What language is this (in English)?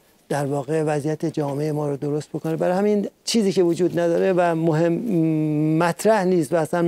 Persian